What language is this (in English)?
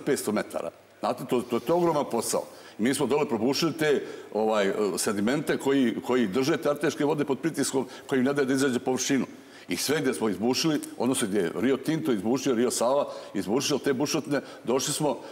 Serbian